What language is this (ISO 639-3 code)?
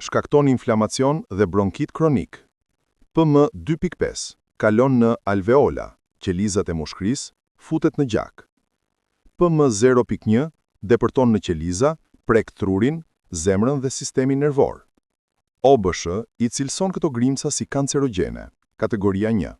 sqi